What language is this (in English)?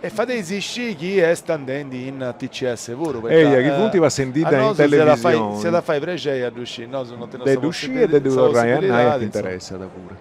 Sardinian